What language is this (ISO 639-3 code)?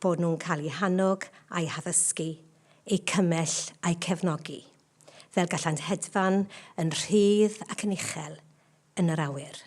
cym